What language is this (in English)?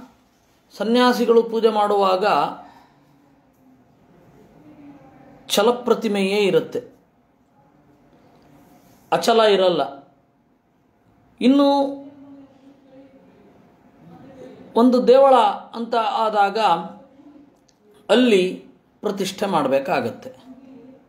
Kannada